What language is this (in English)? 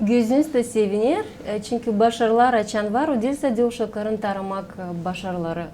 Gagauz